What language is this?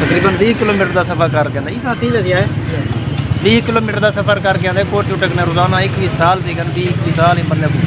Saraiki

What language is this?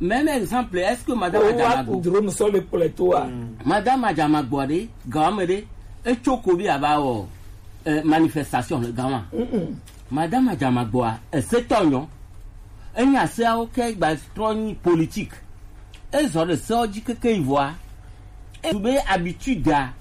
Gen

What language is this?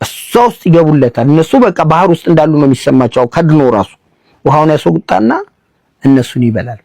Amharic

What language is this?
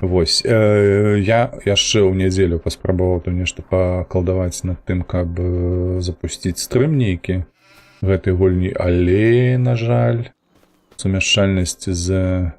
Belarusian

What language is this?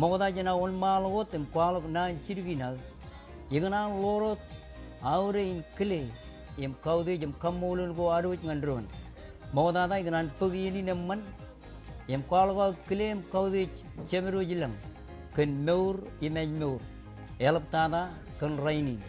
Marshallese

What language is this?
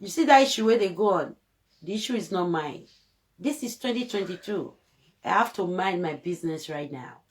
Nigerian Pidgin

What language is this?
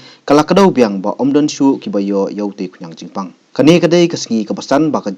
Khasi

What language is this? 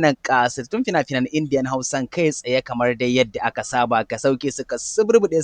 Hausa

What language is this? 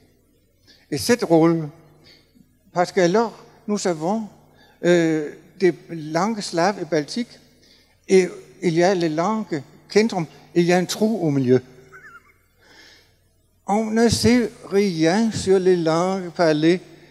French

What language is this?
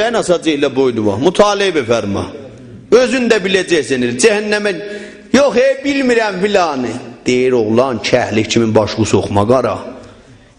South Azerbaijani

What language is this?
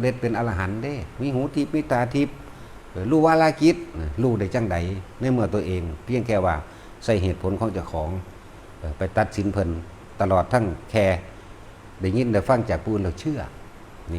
Northeastern Thai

